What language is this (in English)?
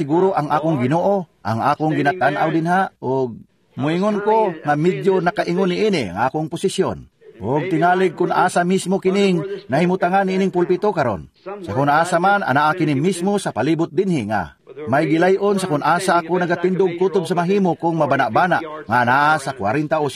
Cebuano